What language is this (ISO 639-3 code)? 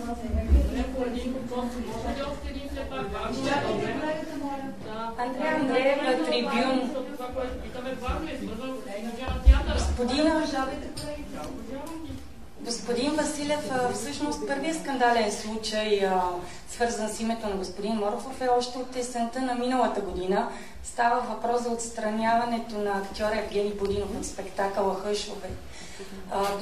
bul